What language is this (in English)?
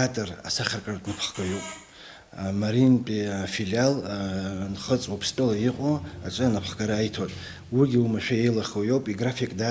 Abkhazian